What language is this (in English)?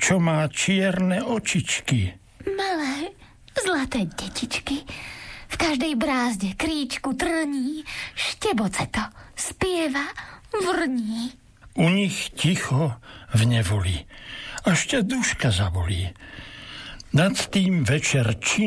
Slovak